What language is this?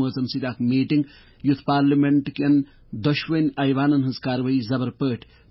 Kashmiri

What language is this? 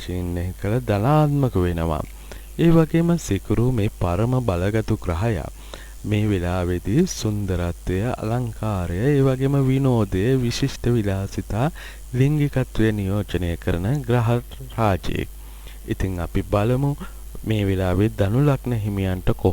Sinhala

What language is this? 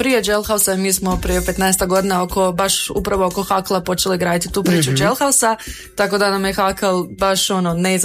Croatian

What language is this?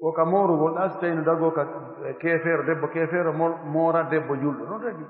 Pular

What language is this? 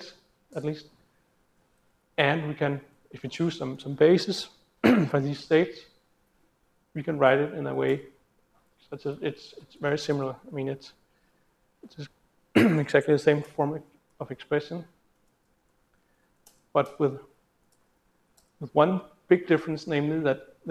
English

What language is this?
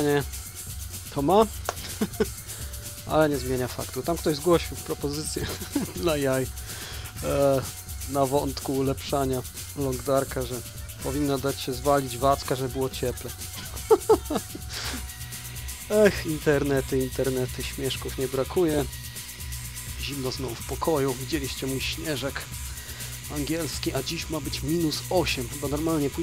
Polish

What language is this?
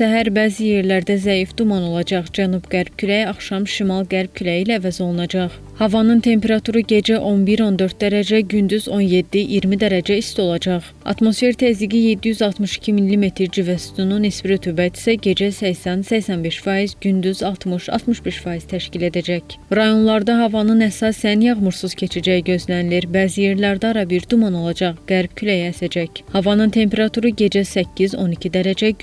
Azerbaijani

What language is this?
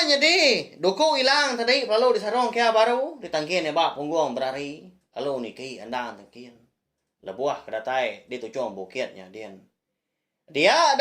Iban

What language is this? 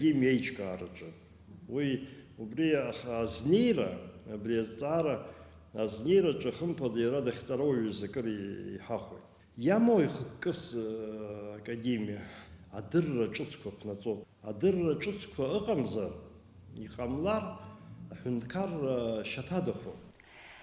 Abkhazian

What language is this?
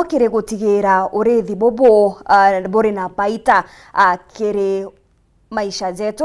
Meru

